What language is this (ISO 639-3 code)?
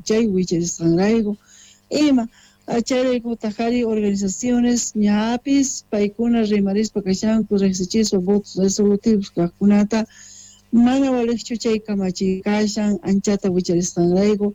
quh